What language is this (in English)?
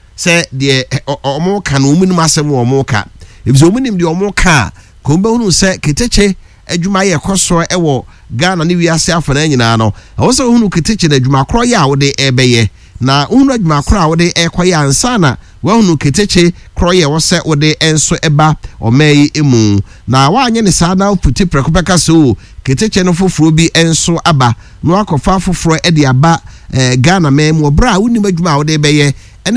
Akan